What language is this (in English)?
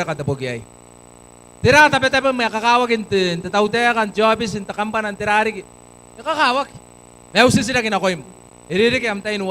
Gilbertese